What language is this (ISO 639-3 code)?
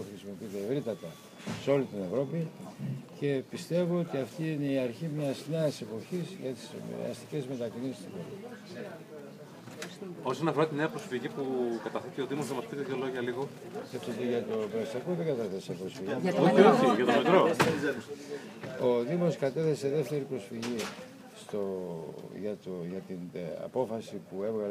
ell